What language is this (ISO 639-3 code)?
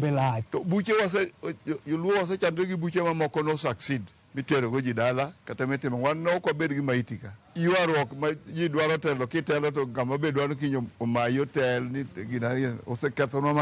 luo